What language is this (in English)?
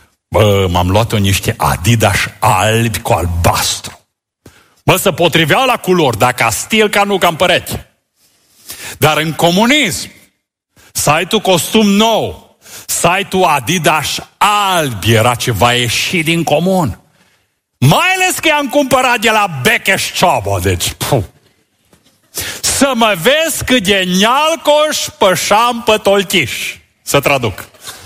Romanian